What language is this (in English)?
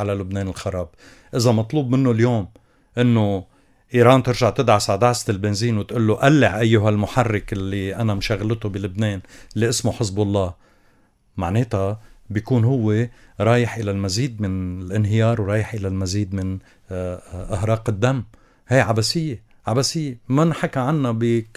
North Levantine Arabic